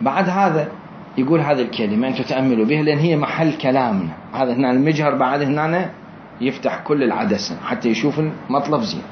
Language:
Mesopotamian Arabic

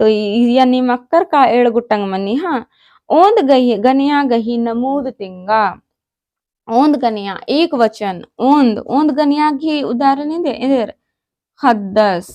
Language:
Kurukh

